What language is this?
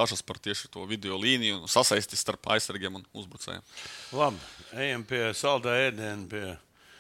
Latvian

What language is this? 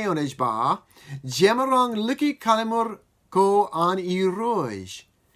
Marshallese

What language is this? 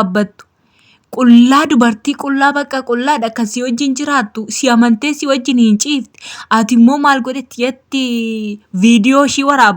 Oromo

